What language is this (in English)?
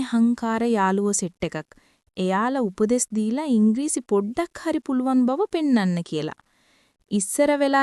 Sinhala